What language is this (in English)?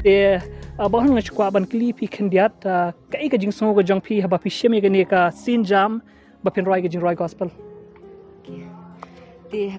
Khasi